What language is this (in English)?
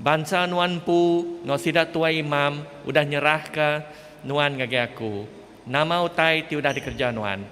Iban